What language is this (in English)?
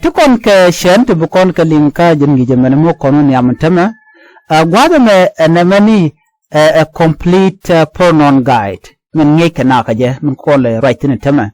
Nuer